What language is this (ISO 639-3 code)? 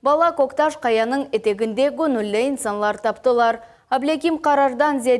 crh